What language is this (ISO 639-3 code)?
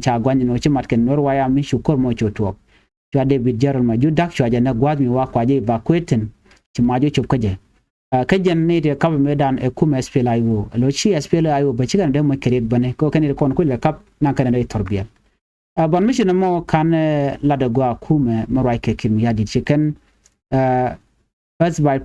nus